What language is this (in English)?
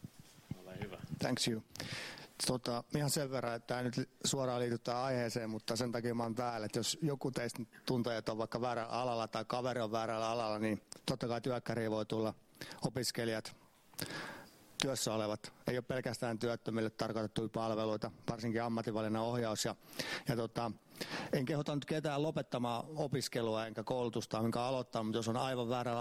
Finnish